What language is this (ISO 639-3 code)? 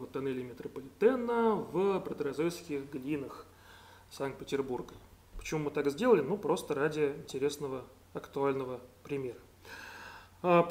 rus